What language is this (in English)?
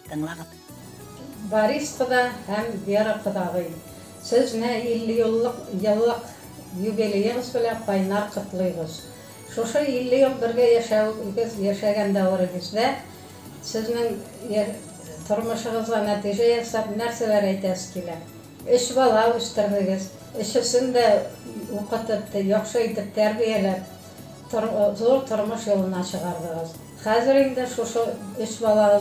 Bashkir